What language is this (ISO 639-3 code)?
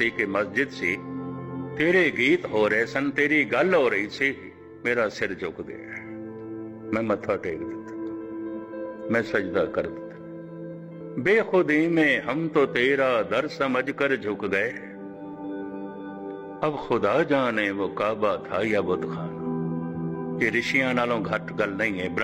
pan